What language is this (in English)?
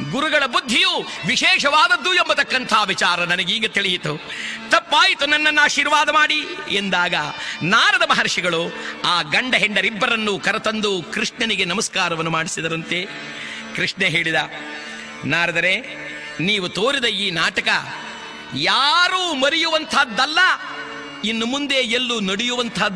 Kannada